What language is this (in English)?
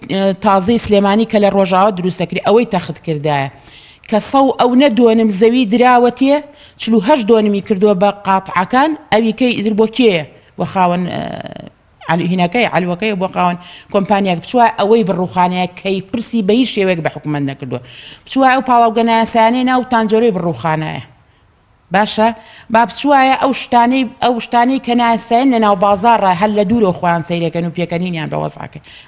Central Kurdish